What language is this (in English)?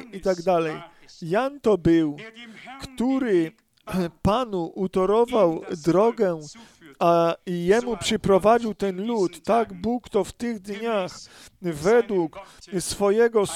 Polish